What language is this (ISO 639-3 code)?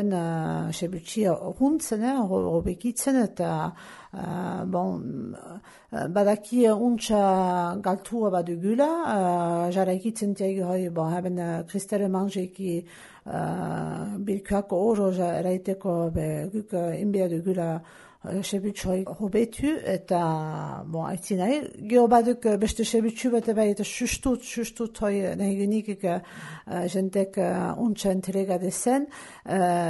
eus